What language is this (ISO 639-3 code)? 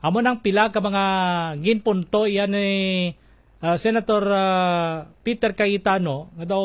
hil